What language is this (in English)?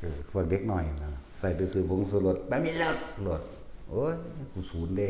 Northeastern Thai